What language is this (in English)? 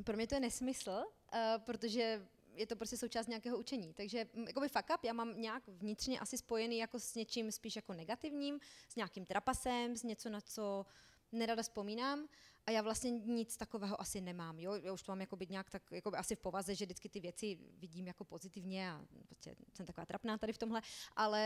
Czech